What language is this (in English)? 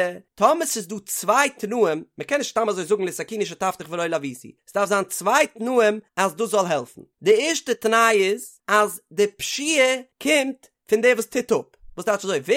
Yiddish